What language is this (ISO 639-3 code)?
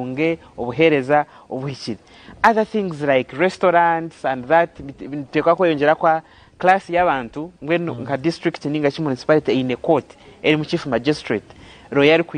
nyn